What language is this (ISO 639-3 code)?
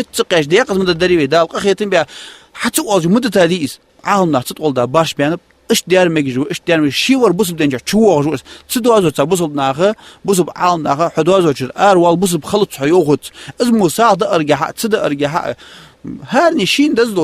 inh